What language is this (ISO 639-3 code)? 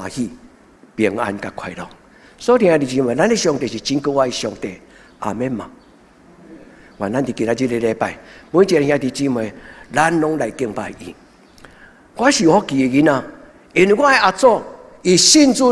nan